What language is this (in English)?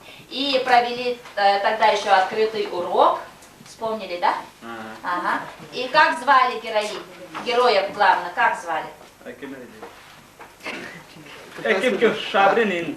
Yakut